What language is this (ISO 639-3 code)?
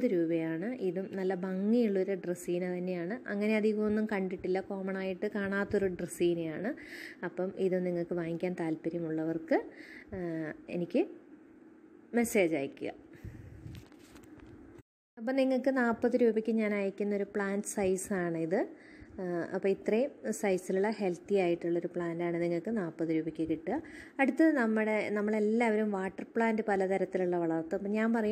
mal